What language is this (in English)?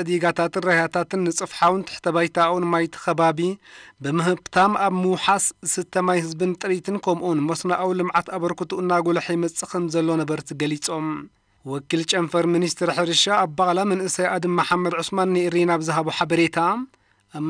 Tigrinya